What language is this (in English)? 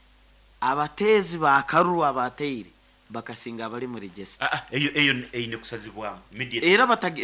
Nyoro